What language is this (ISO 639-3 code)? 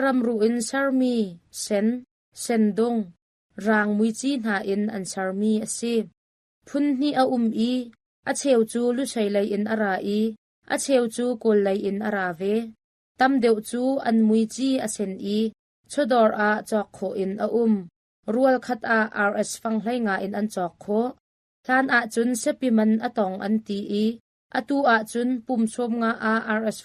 cnh